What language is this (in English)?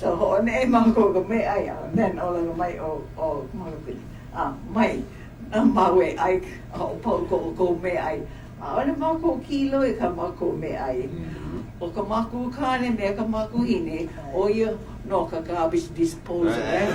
Hawaiian